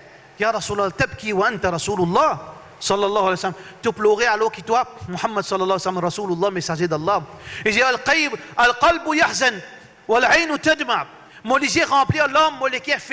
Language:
Morisyen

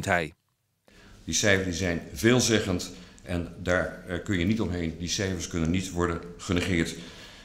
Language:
Western Frisian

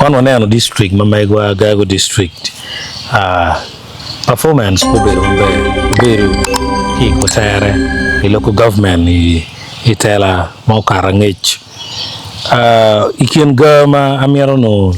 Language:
Acoli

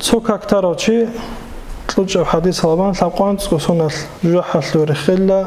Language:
Avaric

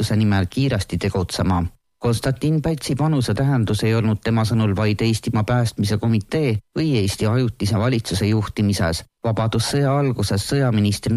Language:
Estonian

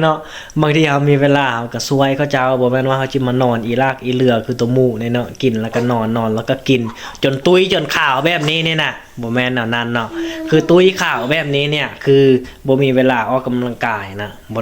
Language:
Lao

